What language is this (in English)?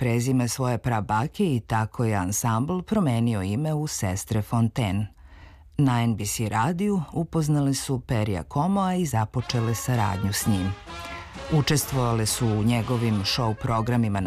Serbian